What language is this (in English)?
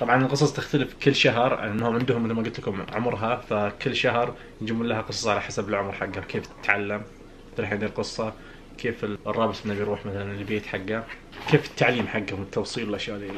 Najdi Arabic